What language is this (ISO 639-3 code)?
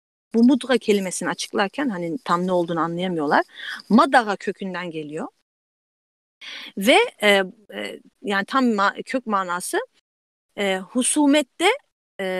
tur